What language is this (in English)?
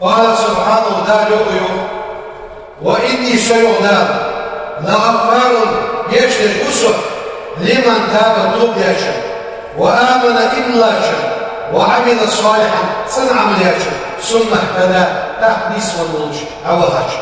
Ingush